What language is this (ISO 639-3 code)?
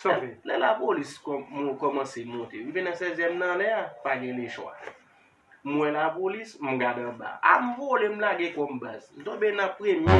hat